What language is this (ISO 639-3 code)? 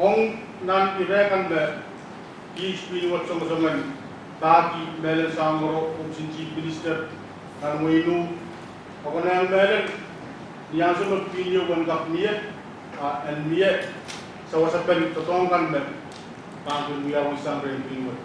pon